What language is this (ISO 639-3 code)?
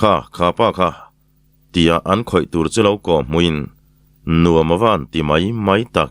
lus